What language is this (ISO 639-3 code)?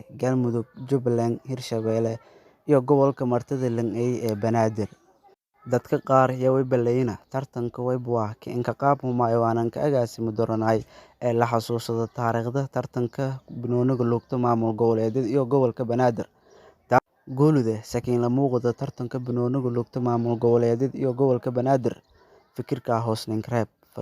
som